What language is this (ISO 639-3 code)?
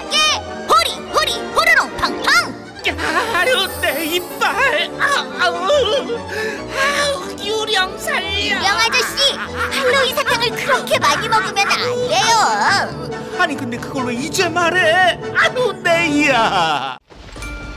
kor